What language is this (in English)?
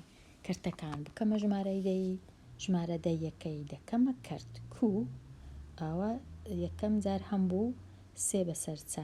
Central Kurdish